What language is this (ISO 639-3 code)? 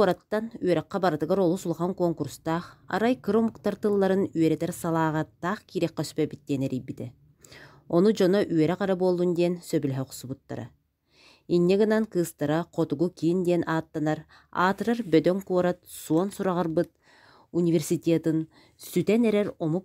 sah